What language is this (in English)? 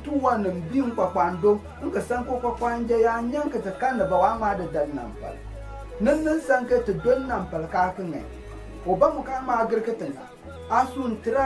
Konkomba